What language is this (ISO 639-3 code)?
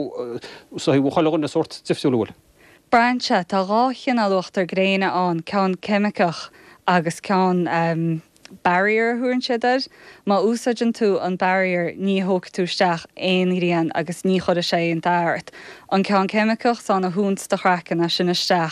gle